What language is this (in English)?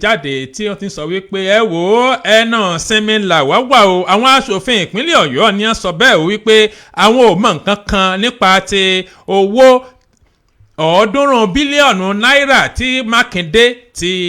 Yoruba